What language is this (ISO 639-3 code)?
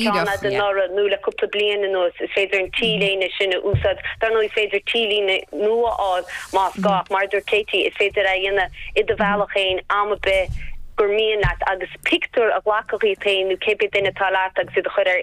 gle